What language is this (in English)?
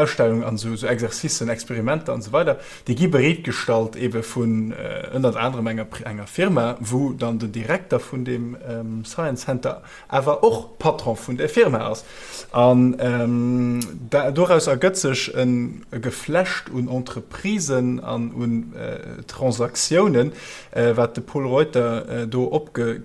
Luxembourgish